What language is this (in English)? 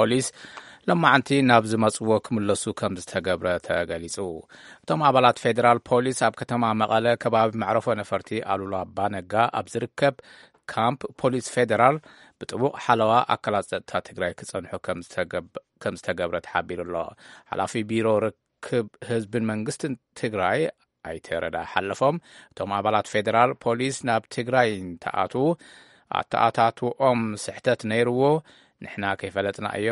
Tigrinya